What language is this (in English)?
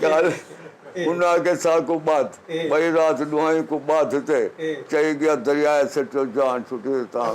Saraiki